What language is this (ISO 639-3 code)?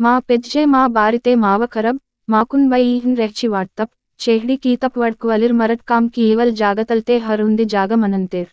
gon